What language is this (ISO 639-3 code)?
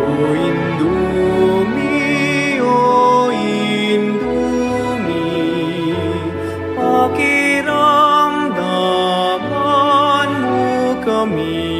pam